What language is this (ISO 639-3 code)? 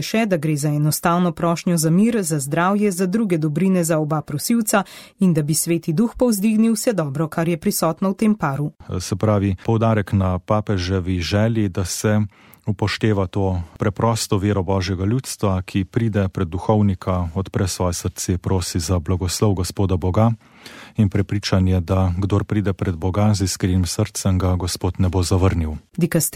slv